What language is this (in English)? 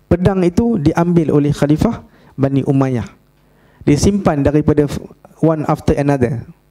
Malay